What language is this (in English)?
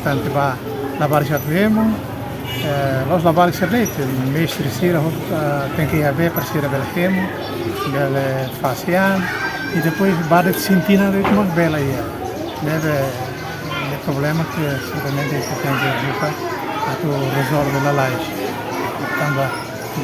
Tetum